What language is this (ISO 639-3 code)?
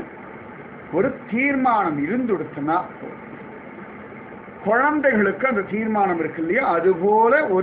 tam